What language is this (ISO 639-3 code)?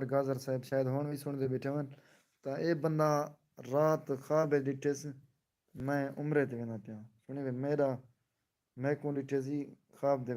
skr